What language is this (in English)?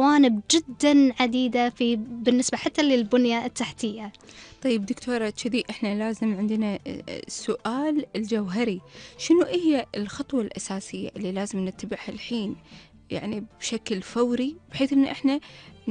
Gulf Arabic